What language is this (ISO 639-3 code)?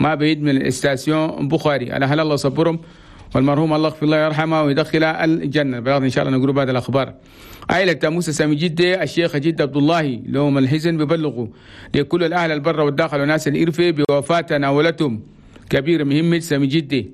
shu